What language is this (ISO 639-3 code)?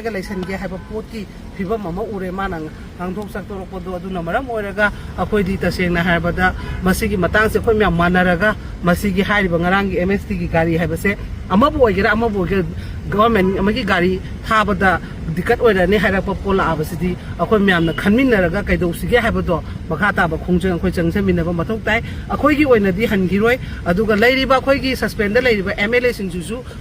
mni